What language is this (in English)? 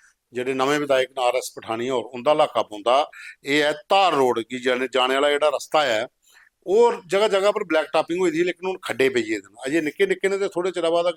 Dogri